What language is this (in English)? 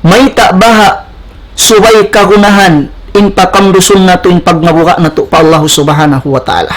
Tausug